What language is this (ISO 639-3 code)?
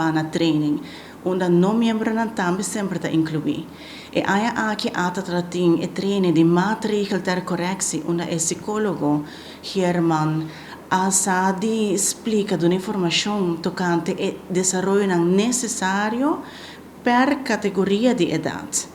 pap